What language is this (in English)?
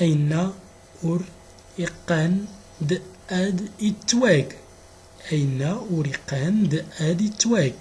Central Atlas Tamazight